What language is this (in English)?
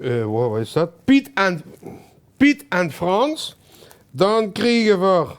Limburgish